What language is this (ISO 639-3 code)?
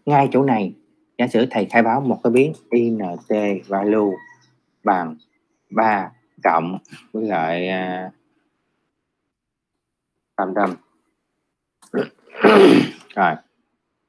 vie